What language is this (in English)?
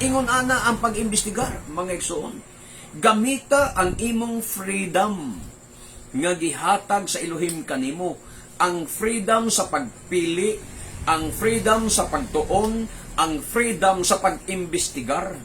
Cebuano